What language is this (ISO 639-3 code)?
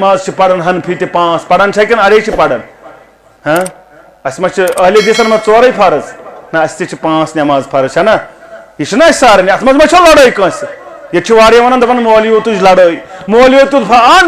kas